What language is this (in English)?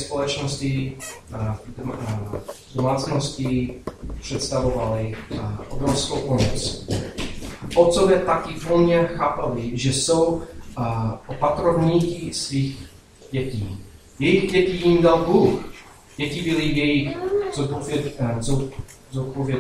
Czech